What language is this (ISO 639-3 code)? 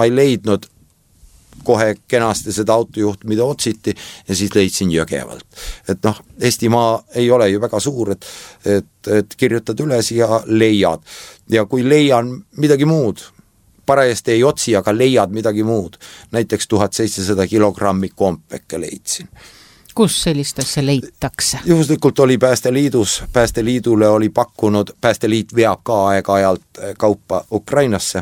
est